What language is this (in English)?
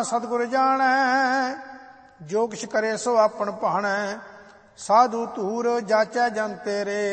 Punjabi